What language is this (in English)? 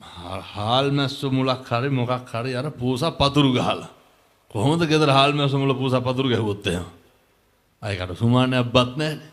Sinhala